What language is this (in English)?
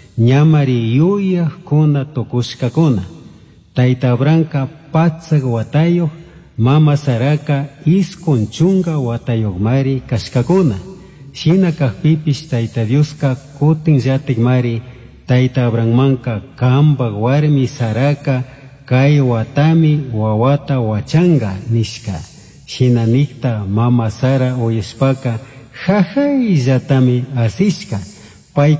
Chimborazo Highland Quichua